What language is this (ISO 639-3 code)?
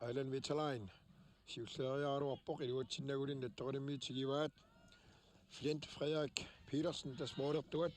kal